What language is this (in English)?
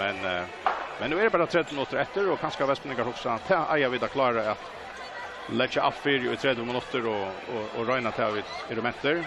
Faroese